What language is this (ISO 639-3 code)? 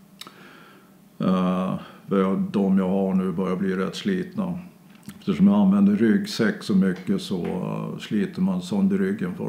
swe